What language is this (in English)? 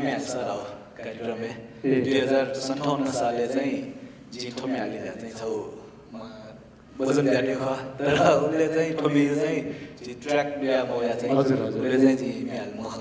Newari